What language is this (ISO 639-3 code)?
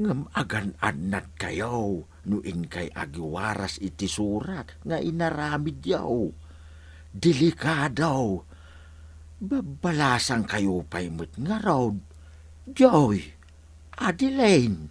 ilo